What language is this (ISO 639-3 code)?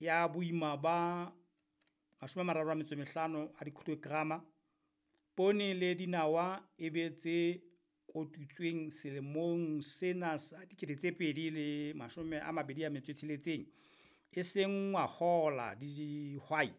sot